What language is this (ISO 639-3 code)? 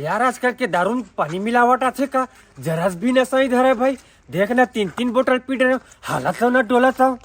hne